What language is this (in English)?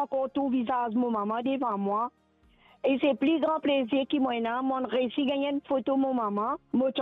Morisyen